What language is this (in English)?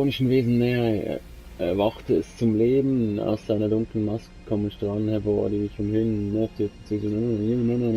Swiss German